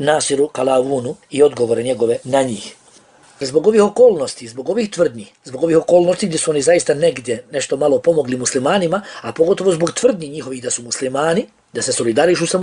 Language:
Bosnian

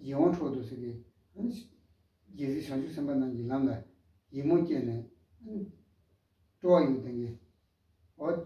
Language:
Tibetan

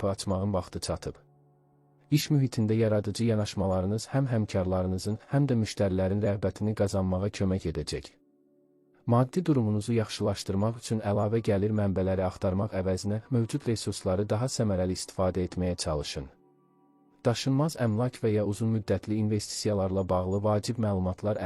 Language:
Azerbaijani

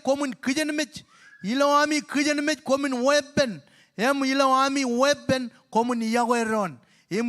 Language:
Marshallese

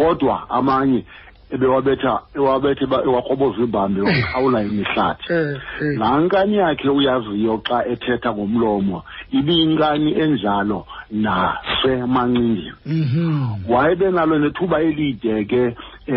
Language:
Xhosa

